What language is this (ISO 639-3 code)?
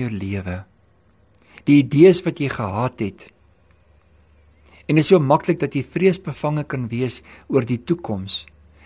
afr